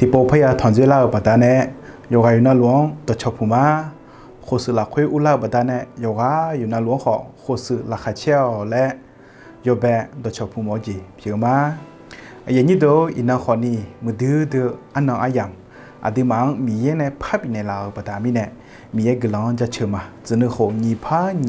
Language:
Akha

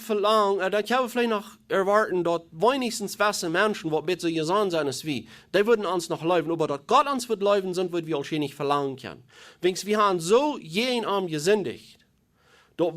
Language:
Plautdietsch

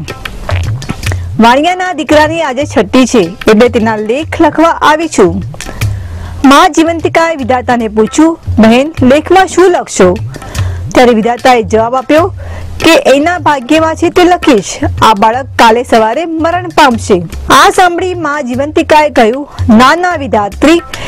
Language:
Gujarati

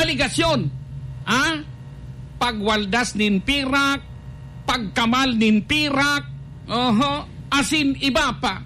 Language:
Bikol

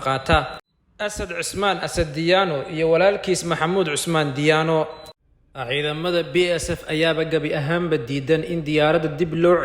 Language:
Somali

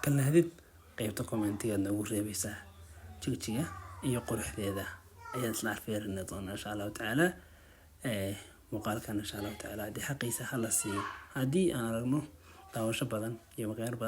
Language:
Somali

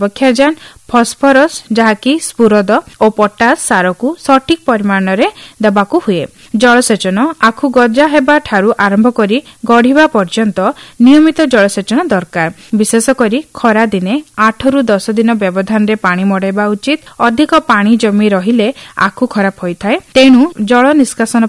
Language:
Odia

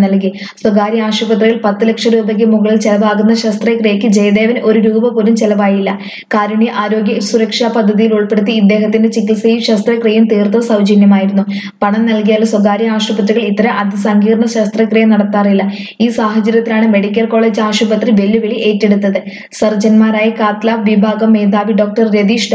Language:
Malayalam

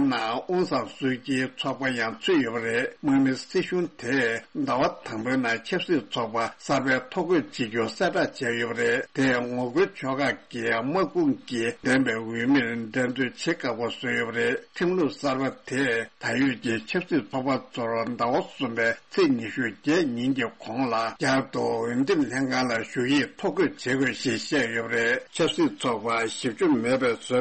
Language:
Tibetan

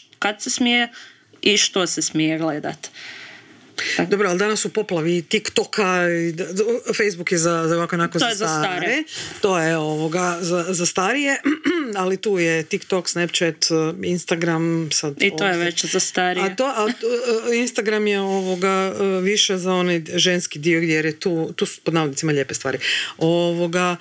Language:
Croatian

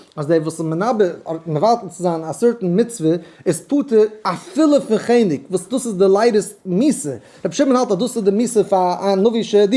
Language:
Yiddish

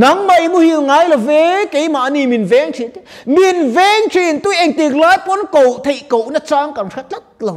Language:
Mizo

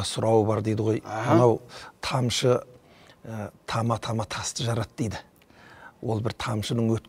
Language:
Kazakh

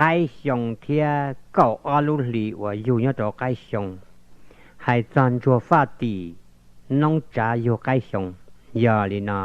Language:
Hmong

